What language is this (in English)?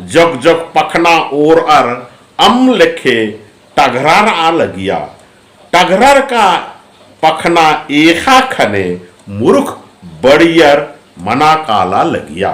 Kurukh